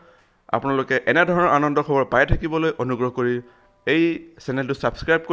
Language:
Assamese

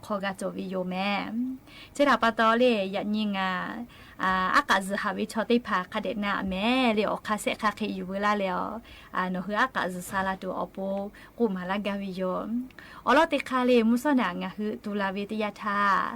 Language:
Lahu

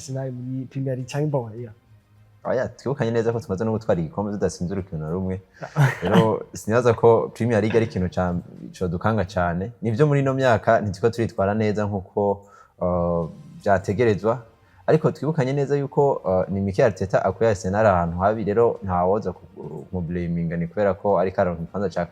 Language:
Rundi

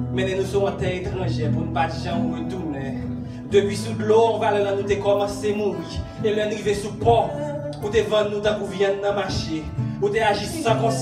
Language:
Haitian Creole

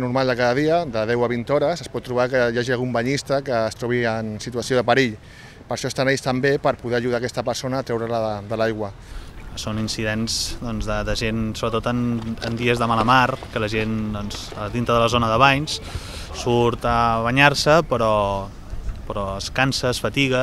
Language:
Catalan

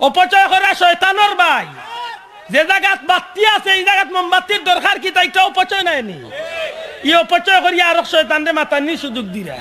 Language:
Sylheti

